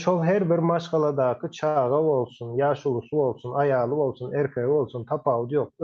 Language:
Turkmen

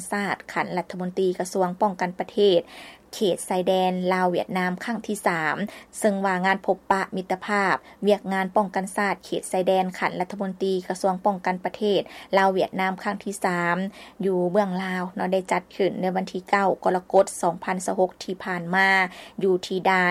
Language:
Lao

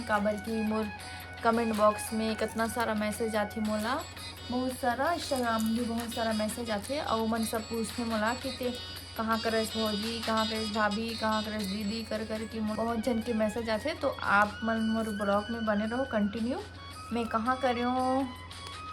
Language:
Chhattisgarhi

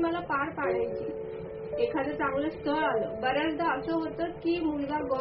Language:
Marathi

